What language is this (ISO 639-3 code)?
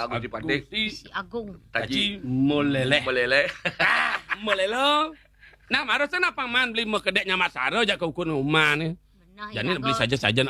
ban